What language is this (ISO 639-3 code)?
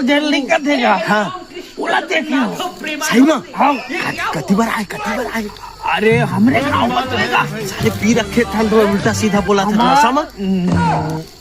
hne